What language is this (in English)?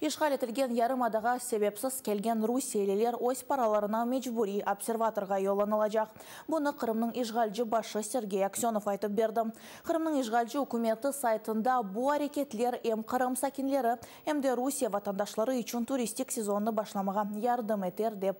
Crimean Tatar